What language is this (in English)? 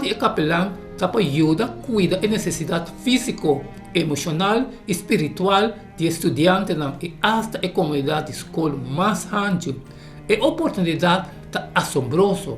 Papiamento